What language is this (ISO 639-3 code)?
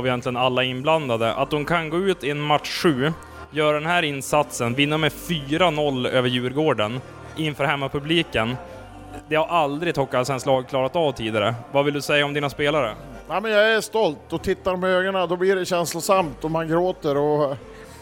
swe